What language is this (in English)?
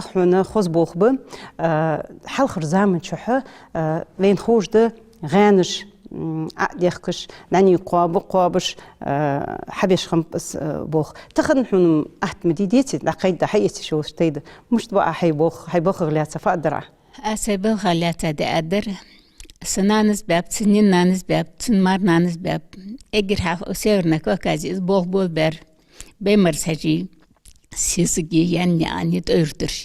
Ingush